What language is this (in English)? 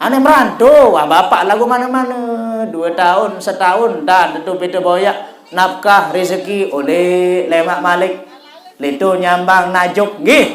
Sasak